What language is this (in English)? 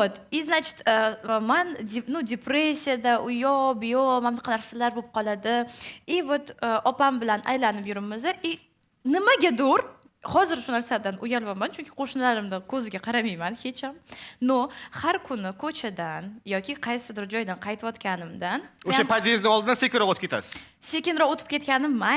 Uzbek